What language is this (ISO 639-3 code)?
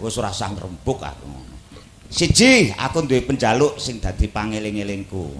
jav